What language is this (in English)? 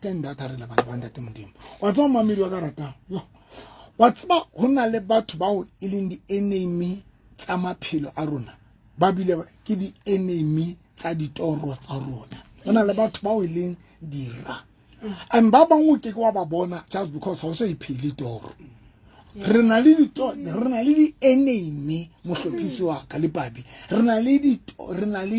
Southern Sotho